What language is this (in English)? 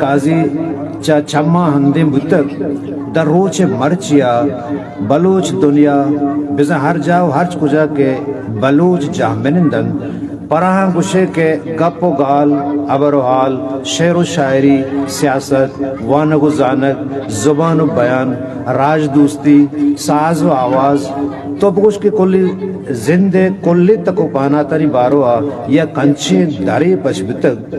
Eastern Balochi